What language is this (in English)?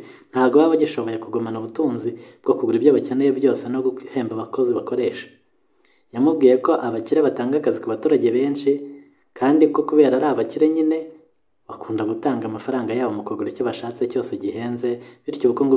Kinyarwanda